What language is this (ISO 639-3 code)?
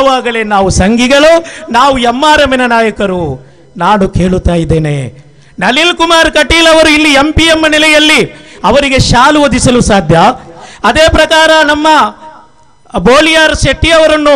kan